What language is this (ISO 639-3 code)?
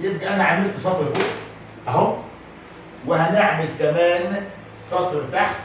arz